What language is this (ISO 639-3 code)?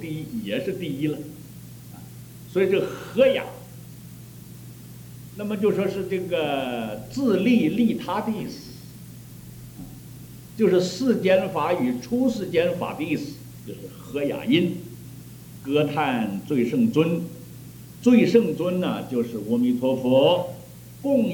zho